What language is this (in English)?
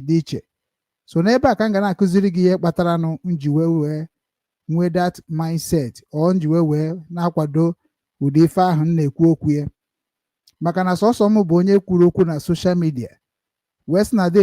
Igbo